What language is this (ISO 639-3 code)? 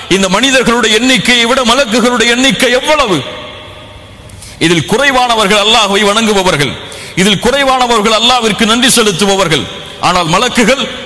tam